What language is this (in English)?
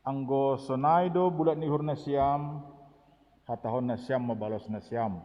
Batak Simalungun